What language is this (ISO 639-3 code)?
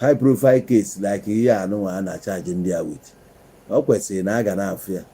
ibo